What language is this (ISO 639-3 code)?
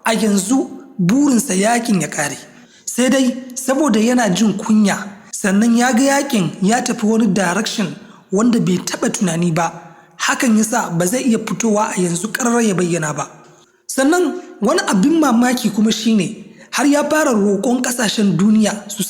hau